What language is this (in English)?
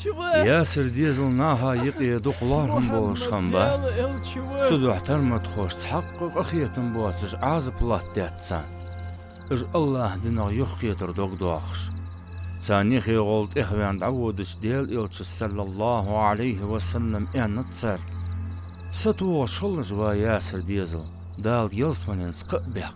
Ingush